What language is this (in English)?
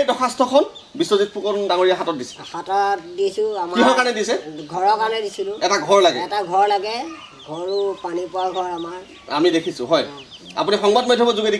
Assamese